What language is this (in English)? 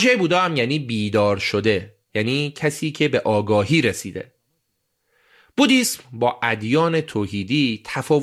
Persian